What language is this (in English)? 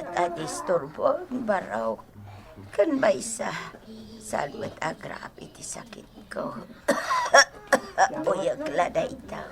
Iloko